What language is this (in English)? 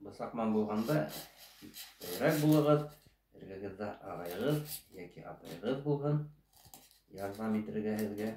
Bashkir